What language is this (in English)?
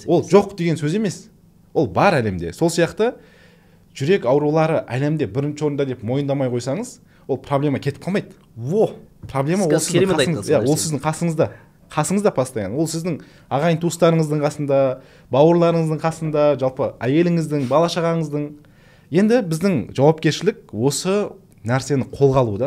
Kazakh